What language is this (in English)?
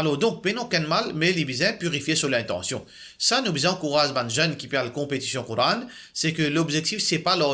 Morisyen